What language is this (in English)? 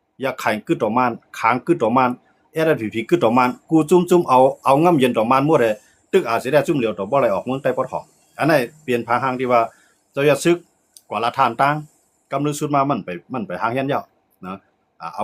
Shan